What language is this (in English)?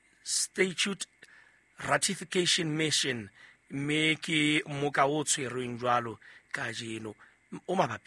Southern Sotho